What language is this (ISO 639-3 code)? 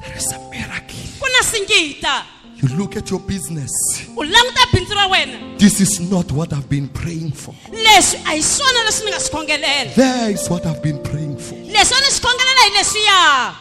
tso